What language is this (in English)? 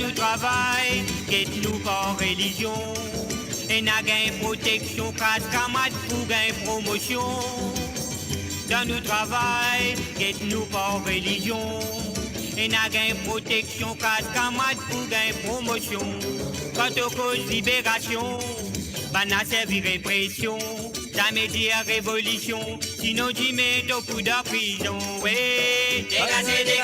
Morisyen